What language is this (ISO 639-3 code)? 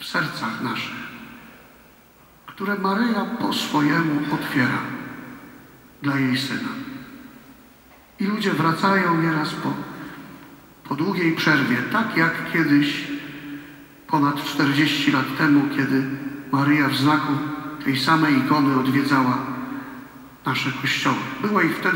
pol